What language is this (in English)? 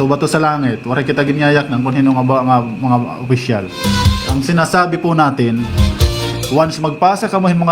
Waray